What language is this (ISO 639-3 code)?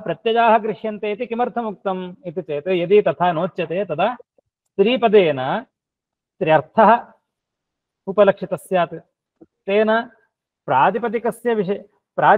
san